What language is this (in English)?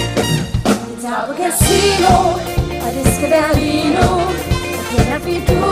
Danish